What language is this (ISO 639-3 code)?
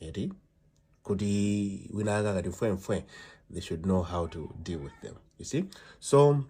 nya